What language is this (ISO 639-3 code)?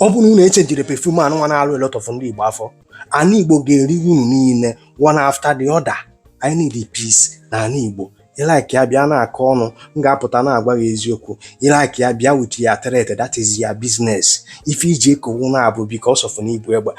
ibo